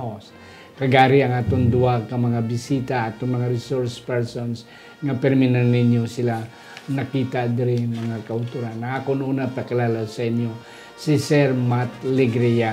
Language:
Hiligaynon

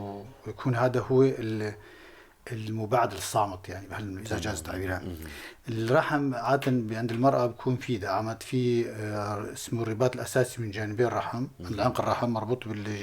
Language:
North Levantine Arabic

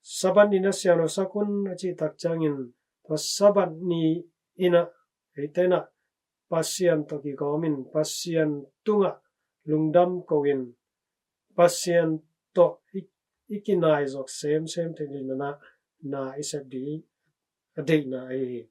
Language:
Tedim Chin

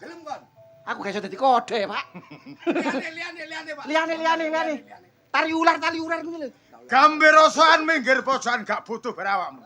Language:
Javanese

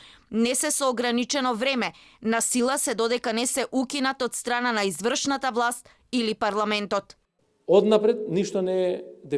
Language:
Macedonian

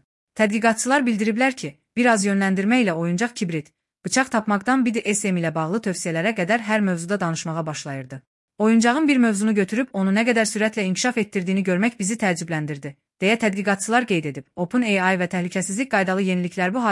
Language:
Azerbaijani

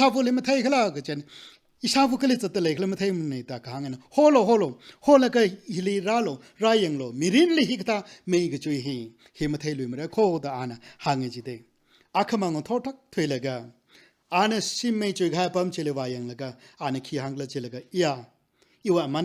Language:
Tangkhul Naga (India)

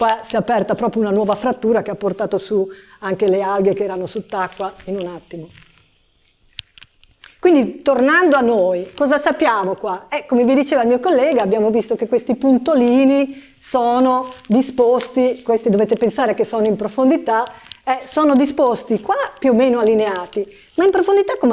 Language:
Italian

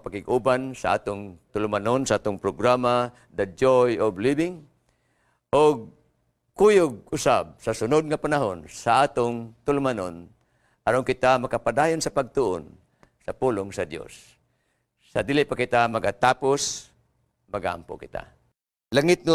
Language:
Cebuano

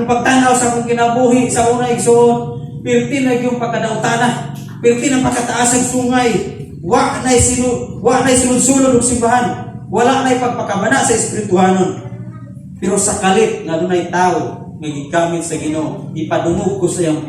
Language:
Cebuano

